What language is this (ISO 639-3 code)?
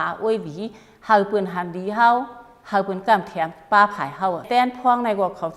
shn